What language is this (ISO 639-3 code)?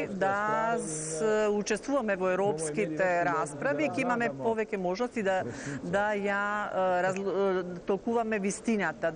mkd